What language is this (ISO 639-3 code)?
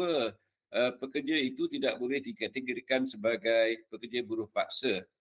msa